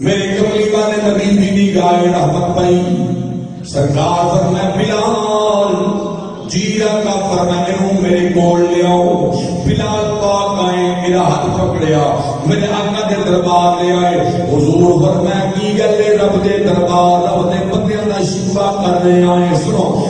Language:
Saraiki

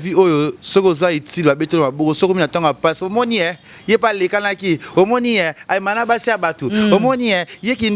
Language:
Lingala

